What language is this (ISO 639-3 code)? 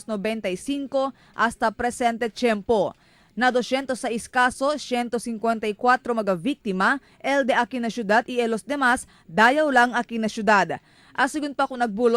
cbk